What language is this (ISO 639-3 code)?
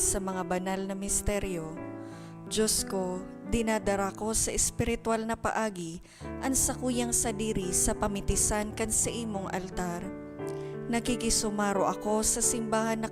bik